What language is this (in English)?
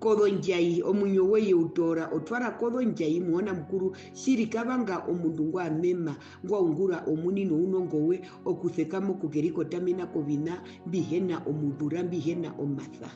Herero